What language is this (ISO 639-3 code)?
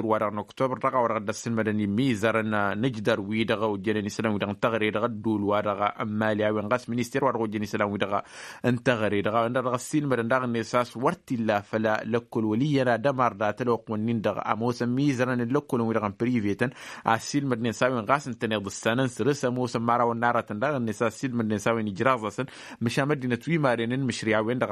taq